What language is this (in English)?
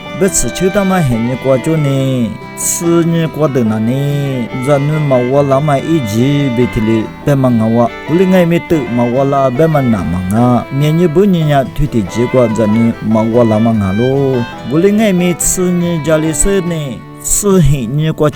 Lisu